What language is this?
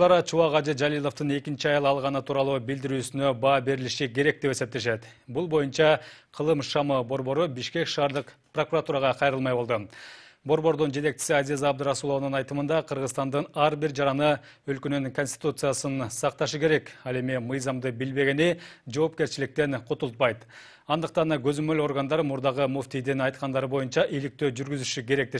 Kyrgyz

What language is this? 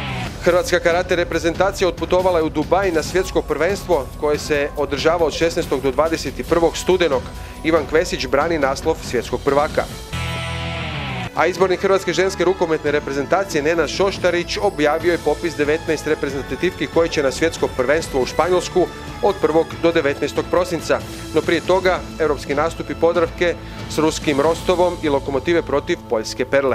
Croatian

